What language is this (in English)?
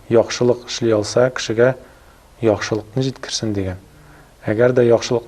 Tatar